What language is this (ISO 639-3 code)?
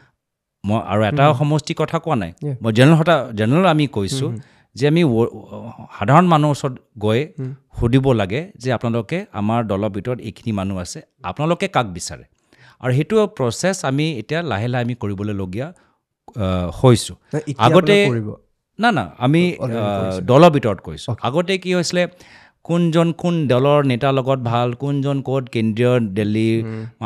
asm